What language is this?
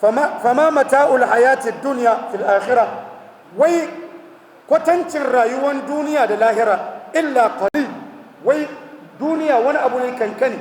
Hausa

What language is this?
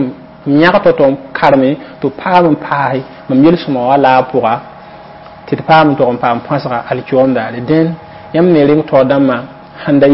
Mossi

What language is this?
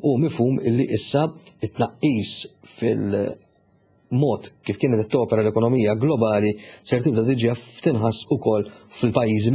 Maltese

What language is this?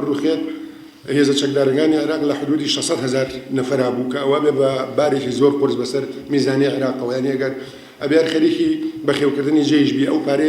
Central Kurdish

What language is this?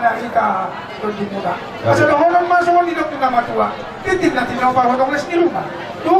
Batak Toba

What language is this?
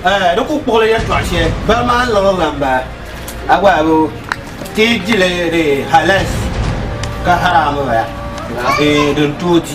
Dagbani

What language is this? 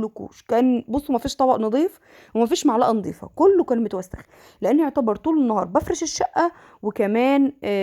Egyptian Arabic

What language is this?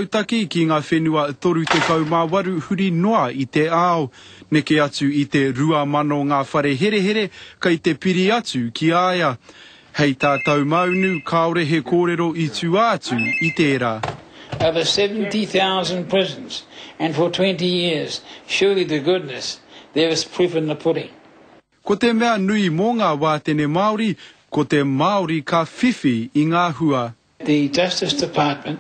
Māori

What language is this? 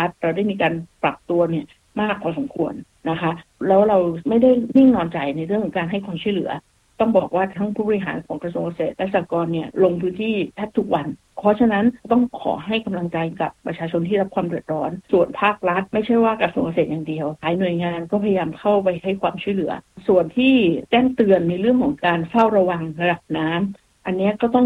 Thai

